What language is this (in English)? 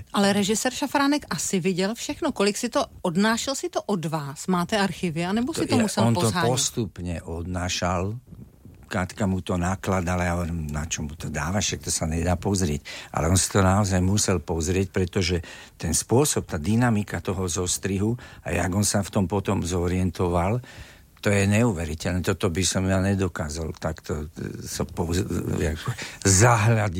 Slovak